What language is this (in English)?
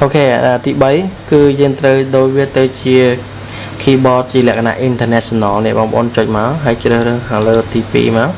Khmer